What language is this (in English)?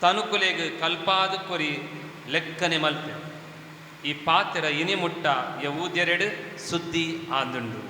Tulu